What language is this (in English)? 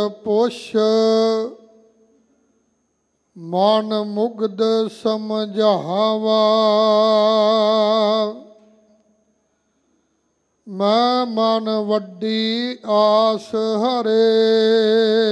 Punjabi